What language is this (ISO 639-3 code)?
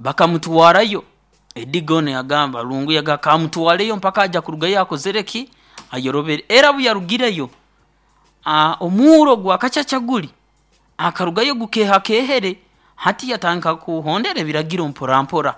nyo